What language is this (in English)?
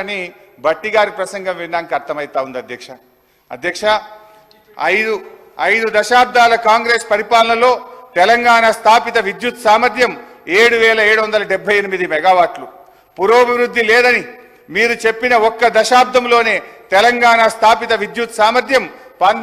Telugu